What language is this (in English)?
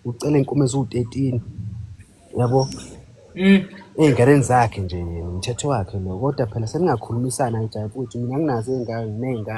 Zulu